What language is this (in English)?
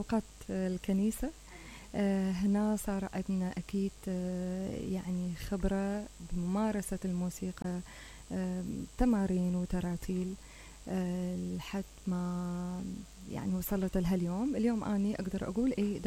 Mesopotamian Arabic